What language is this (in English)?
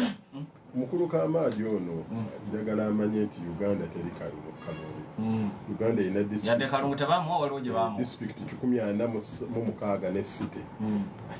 Ganda